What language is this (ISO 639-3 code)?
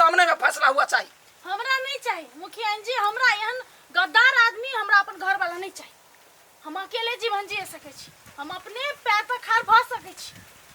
mai